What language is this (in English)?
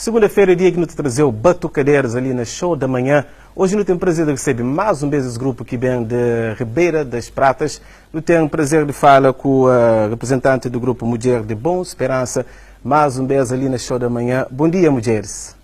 Kabuverdianu